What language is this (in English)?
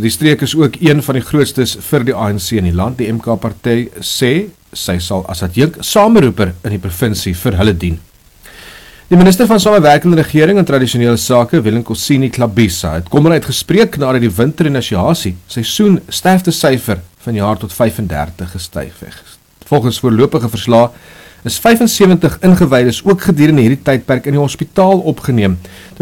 Afrikaans